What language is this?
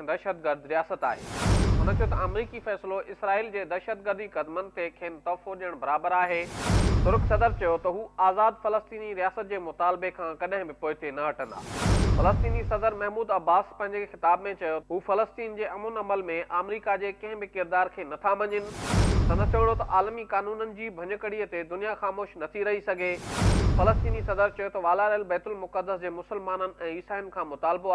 Sindhi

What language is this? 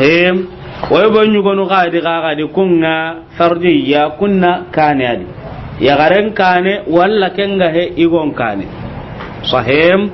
Soninke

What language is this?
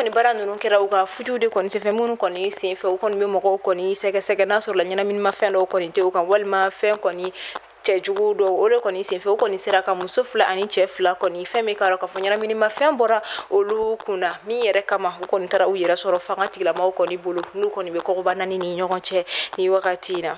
Bambara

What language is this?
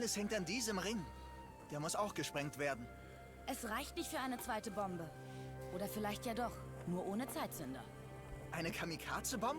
Swiss German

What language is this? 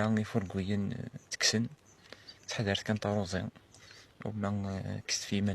Kabyle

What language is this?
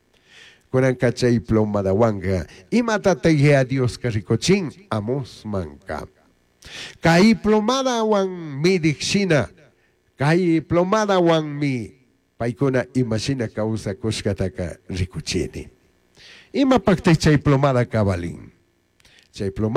Chimborazo Highland Quichua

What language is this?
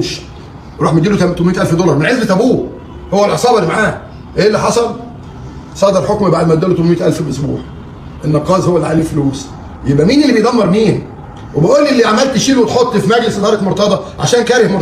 Egyptian Arabic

